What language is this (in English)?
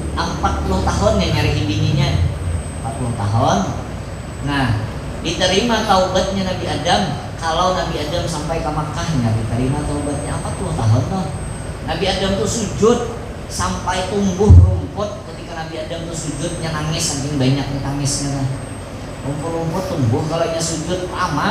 Banjar